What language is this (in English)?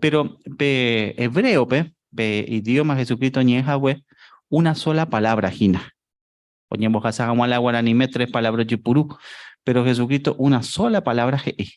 Guarani